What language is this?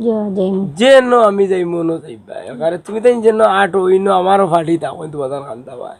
Sylheti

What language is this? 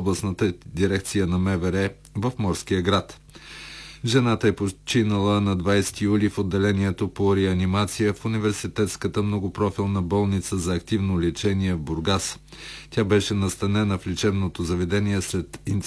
Bulgarian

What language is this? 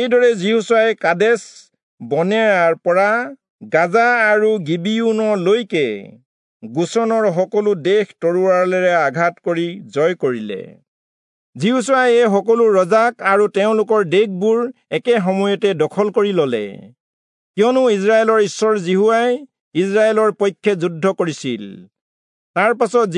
Assamese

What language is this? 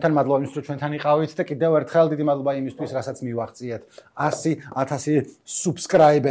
Georgian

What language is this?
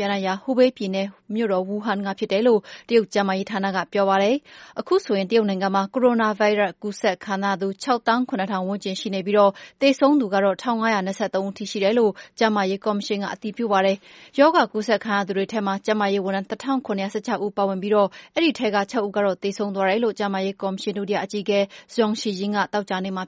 Burmese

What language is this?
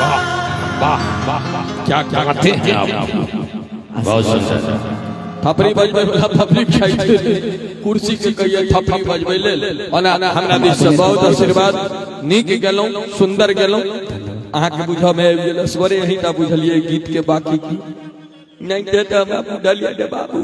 Maithili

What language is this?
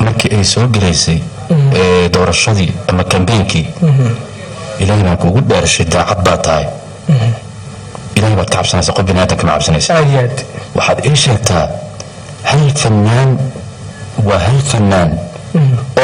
Somali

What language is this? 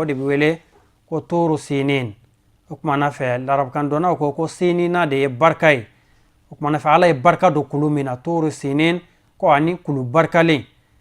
Bambara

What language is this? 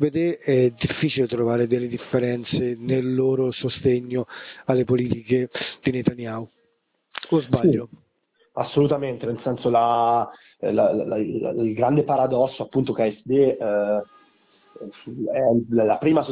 Italian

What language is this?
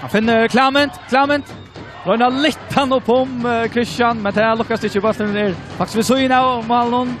Faroese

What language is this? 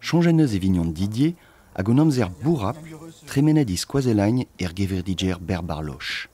Breton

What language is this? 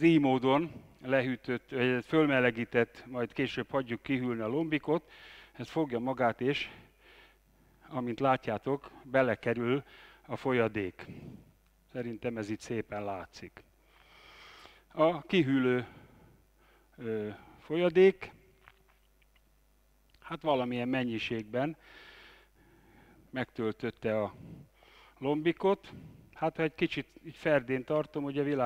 Hungarian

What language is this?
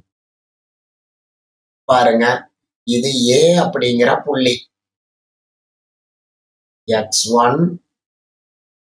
Tamil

